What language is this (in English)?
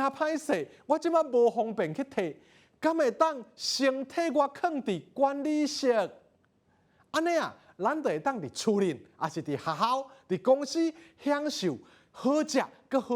Min Nan Chinese